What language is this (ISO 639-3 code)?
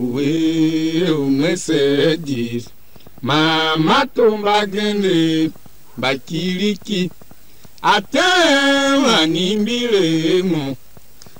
tiv